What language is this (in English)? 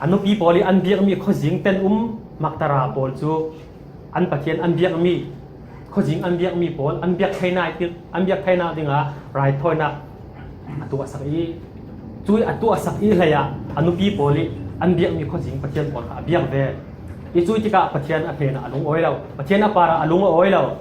Falam Chin